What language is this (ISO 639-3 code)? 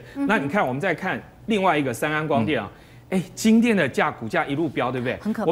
zho